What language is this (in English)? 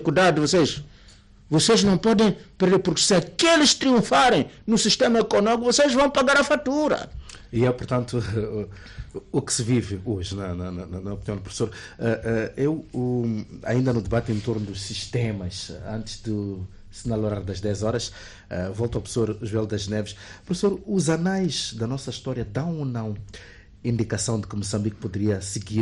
Portuguese